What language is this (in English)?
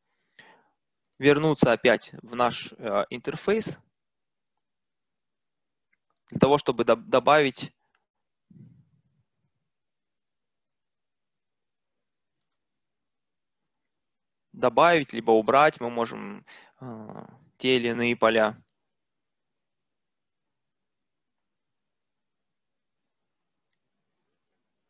Russian